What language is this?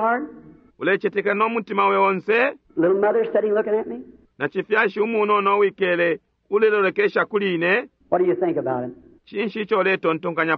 Bemba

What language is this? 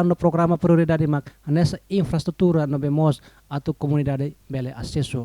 Tetum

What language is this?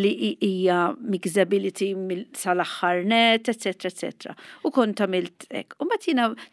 Maltese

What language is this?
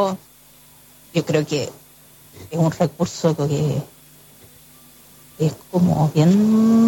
Spanish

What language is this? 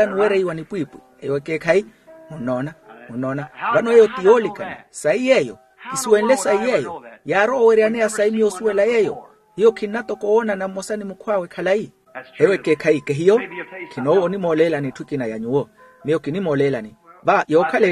Makhuwa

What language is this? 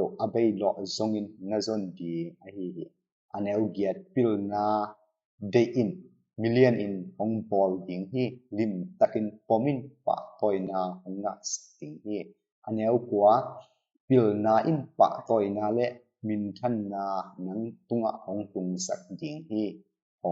Tedim Chin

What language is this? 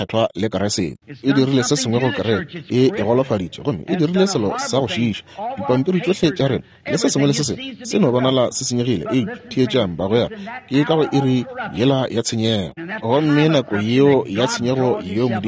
Northern Sotho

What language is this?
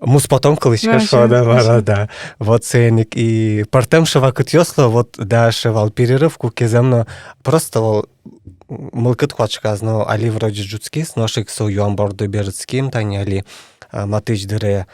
Udmurt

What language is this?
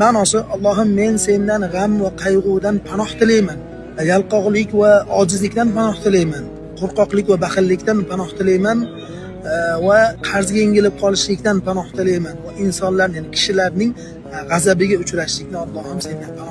Uzbek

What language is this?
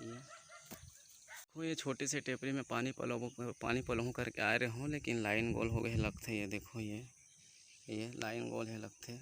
Chhattisgarhi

